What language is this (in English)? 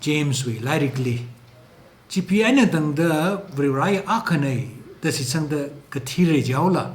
Tangkhul Naga (India)